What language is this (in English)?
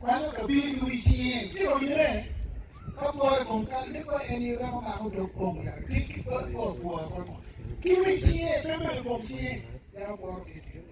Acoli